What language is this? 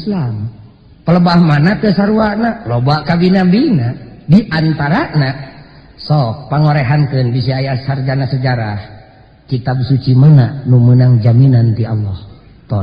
Sundanese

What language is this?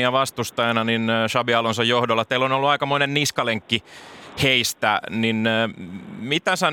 Finnish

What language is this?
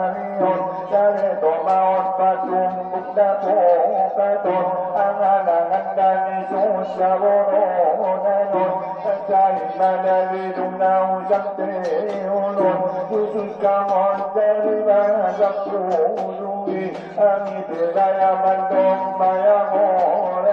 Batak Angkola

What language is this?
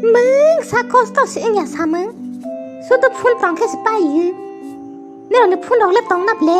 Kok Borok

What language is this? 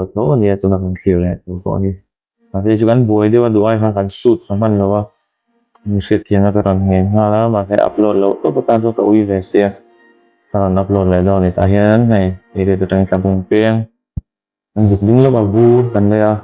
Mizo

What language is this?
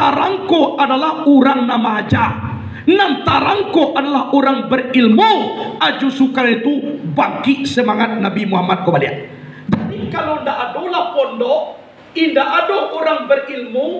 Minangkabau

